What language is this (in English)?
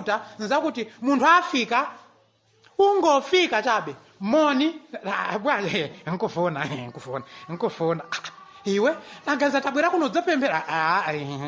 Nyanja